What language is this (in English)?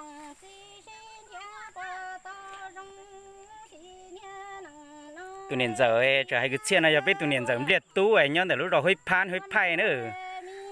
Hmong